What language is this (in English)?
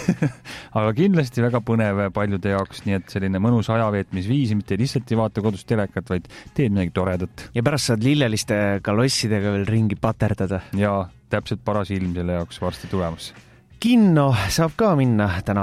Estonian